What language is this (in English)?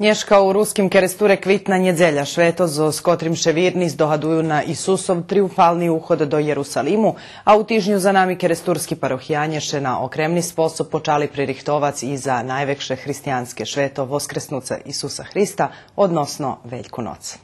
Rusyn